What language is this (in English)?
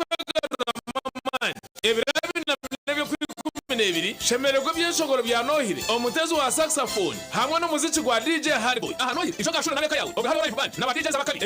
Nyankole